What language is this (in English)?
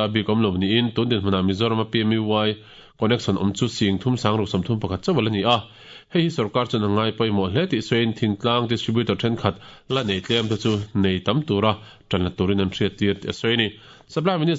Mizo